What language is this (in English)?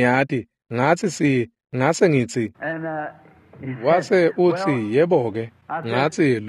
Swati